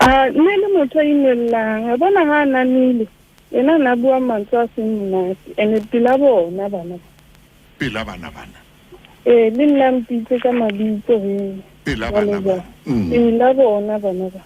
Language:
Southern Sotho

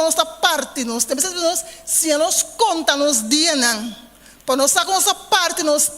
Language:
Papiamento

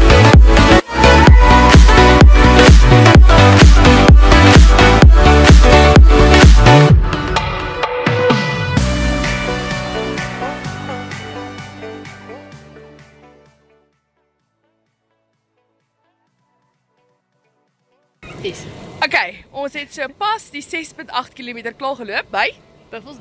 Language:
Afrikaans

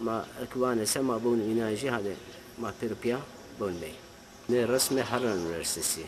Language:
Zaza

